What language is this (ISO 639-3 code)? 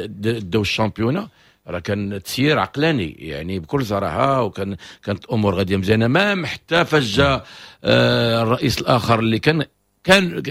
ary